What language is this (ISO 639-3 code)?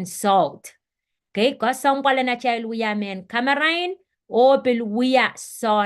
pon